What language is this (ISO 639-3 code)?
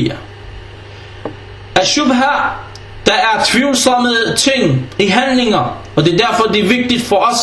dan